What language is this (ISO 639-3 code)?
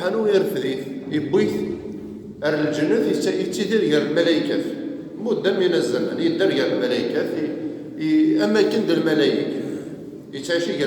kab